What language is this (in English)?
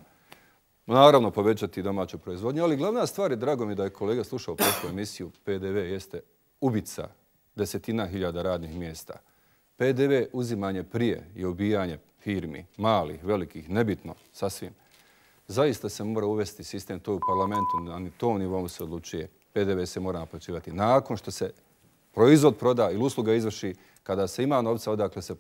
Bosnian